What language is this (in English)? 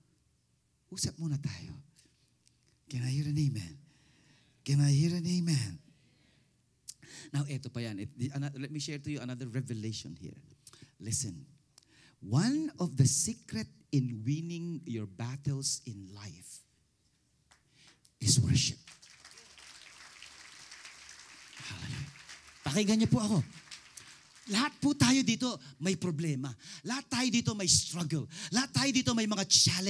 Filipino